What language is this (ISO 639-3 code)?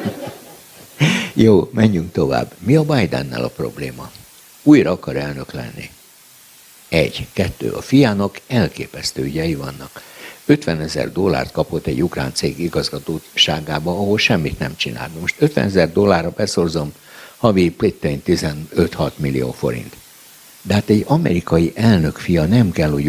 hun